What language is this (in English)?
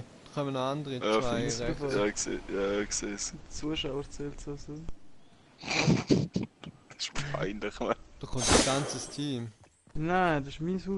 Swiss German